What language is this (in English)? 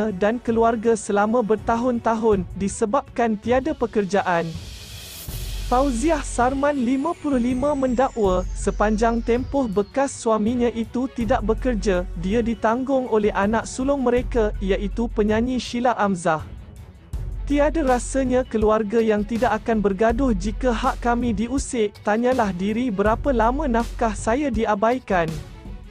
Malay